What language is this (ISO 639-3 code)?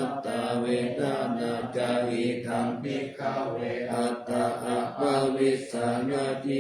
pli